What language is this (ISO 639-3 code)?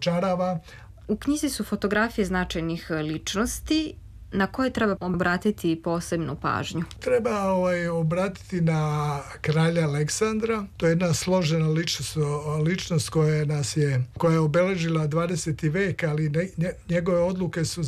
srp